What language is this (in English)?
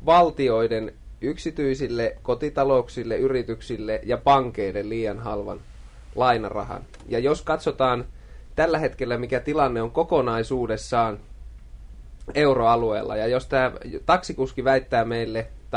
Finnish